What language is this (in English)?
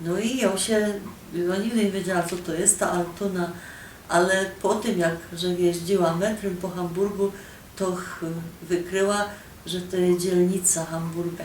Silesian